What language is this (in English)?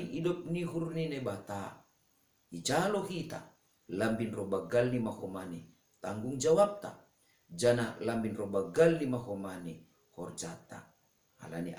Batak Simalungun